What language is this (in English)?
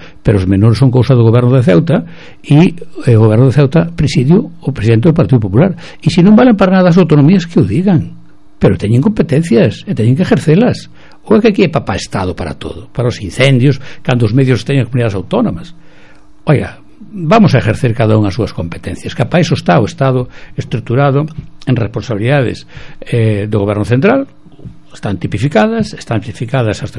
Galician